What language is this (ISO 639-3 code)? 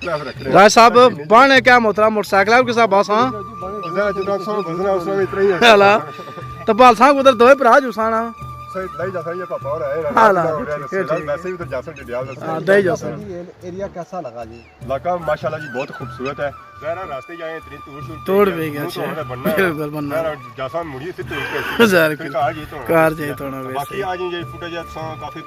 phr